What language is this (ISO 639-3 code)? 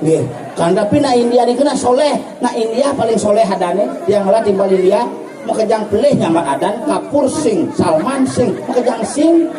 ban